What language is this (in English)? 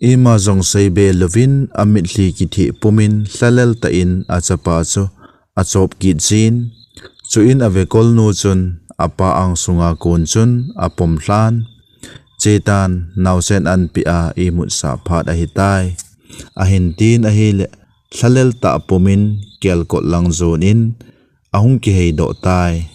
Thado Chin